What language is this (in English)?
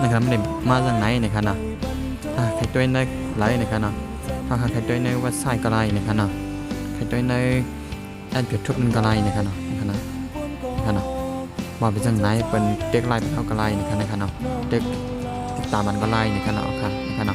Shan